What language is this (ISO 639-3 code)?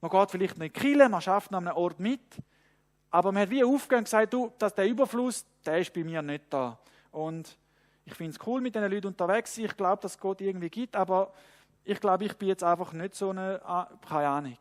gsw